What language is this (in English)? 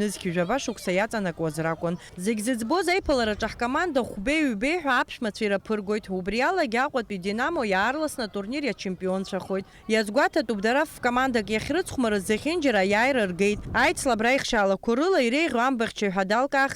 Abkhazian